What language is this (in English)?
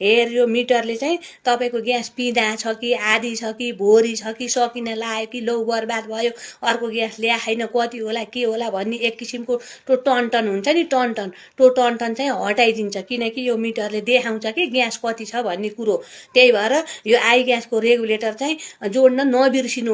Nepali